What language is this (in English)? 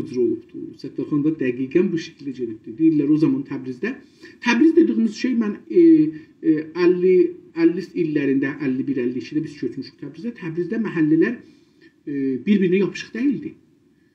South Azerbaijani